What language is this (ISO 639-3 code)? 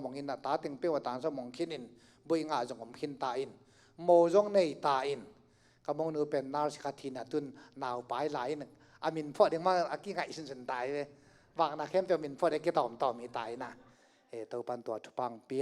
ctd